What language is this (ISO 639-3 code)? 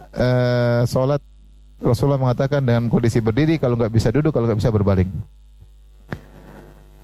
ind